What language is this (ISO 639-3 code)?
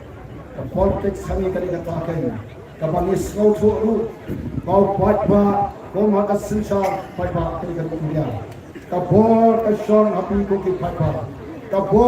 kha